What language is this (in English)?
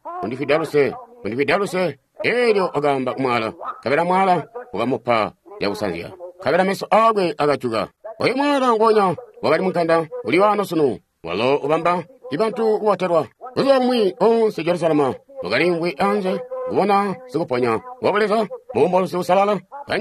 Tonga (Zambia)